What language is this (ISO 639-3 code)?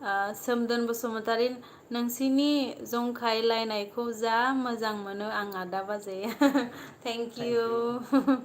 brx